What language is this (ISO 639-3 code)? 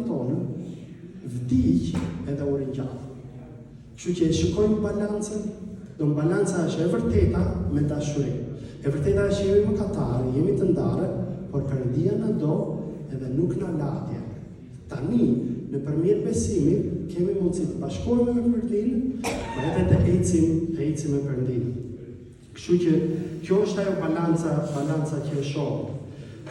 sqi